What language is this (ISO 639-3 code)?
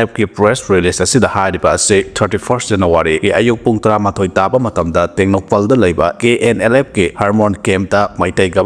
mni